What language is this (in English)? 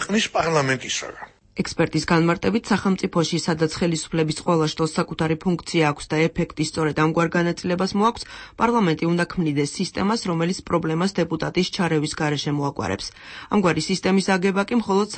Georgian